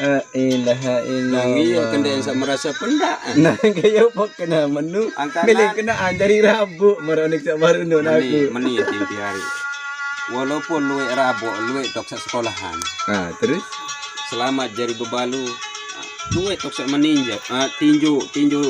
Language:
Sasak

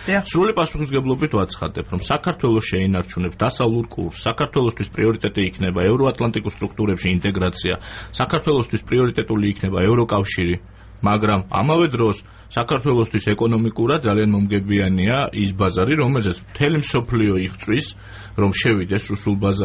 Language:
Georgian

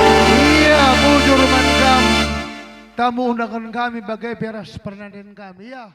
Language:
Batak Karo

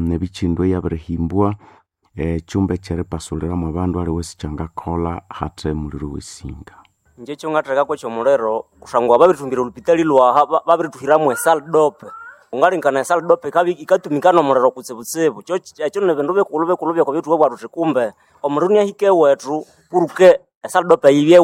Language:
Nande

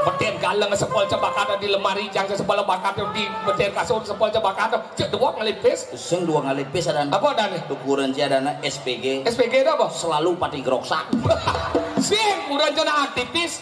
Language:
Balinese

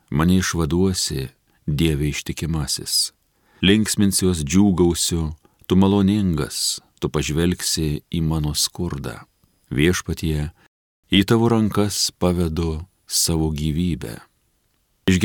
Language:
Lithuanian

